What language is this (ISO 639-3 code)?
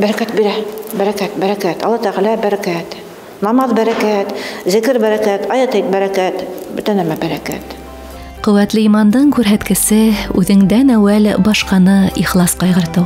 bak